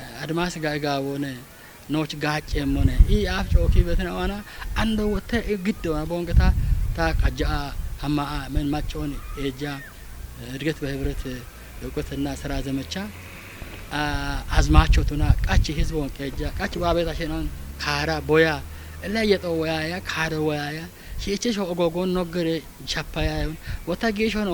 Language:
Kafa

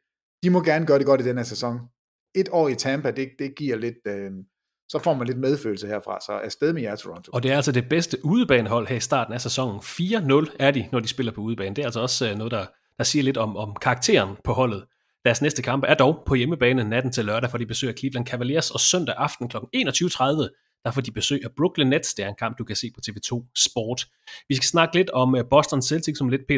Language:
Danish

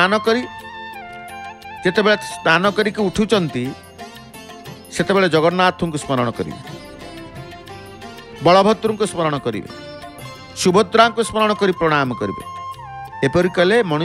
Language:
Odia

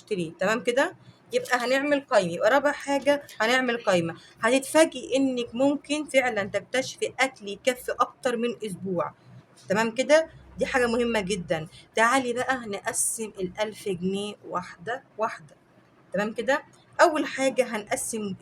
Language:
Egyptian Arabic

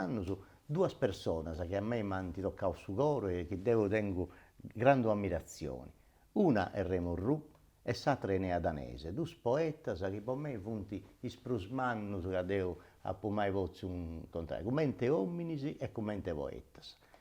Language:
Sardinian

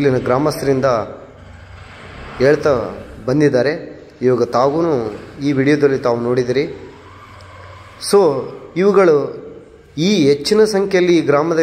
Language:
Kannada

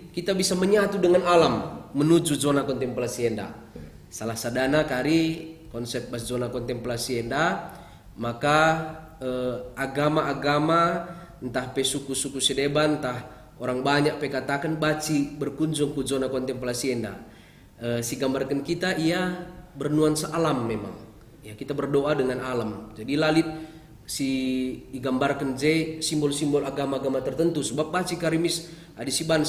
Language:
Batak Karo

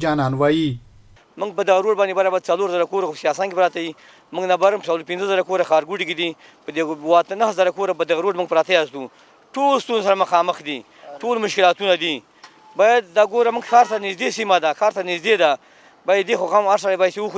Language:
Pashto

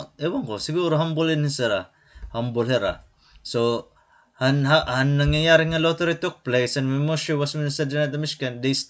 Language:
Waray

